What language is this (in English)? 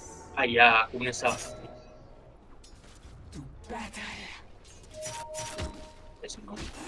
Malay